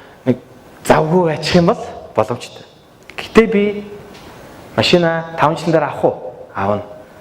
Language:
Mongolian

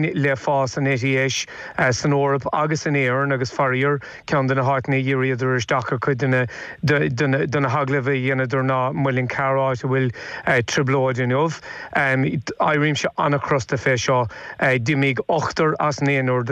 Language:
Irish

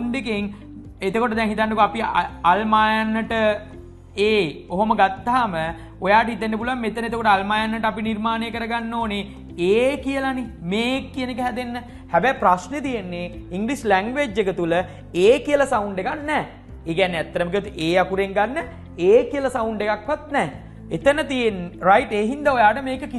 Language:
Sinhala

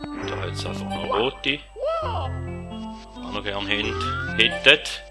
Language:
Swiss German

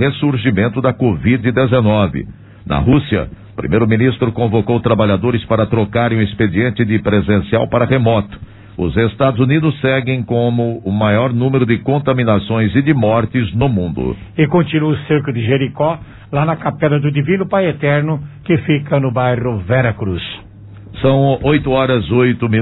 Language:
Portuguese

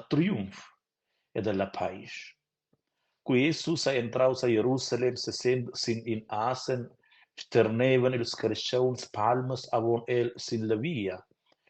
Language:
Romansh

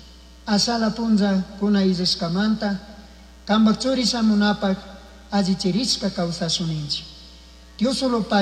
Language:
Chimborazo Highland Quichua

